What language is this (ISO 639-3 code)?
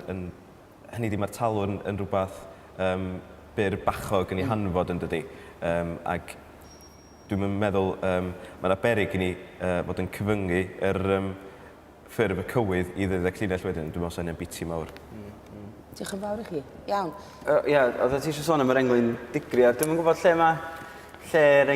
cym